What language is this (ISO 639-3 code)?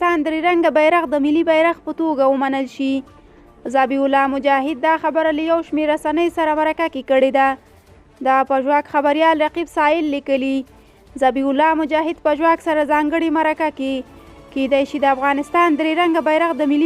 pus